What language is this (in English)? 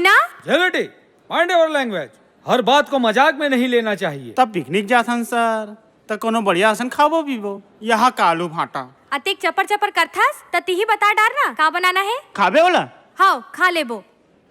Chhattisgarhi